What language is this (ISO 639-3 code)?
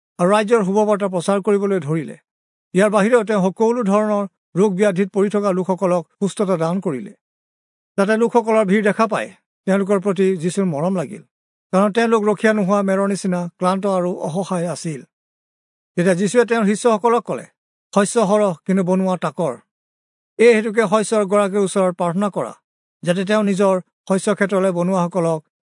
asm